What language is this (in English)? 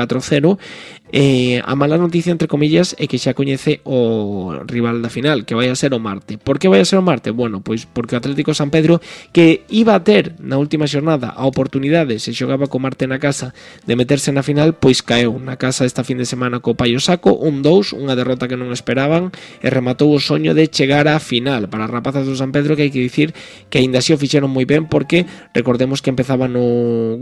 Galician